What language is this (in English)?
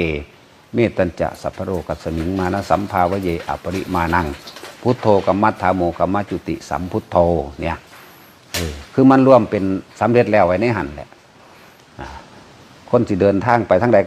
Northeastern Thai